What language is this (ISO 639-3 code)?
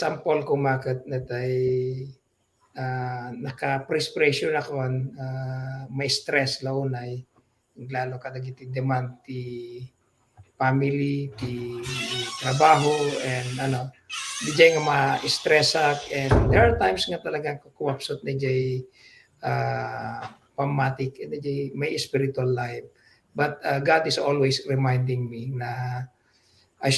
ilo